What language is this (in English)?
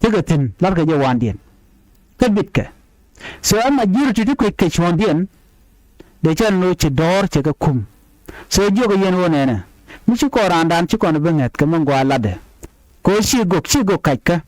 Nuer